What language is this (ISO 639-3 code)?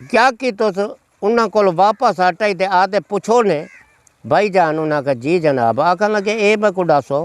skr